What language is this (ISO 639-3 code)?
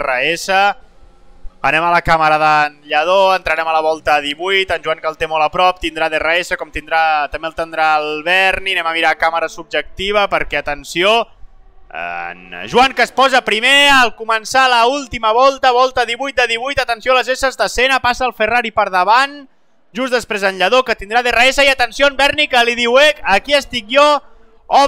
cat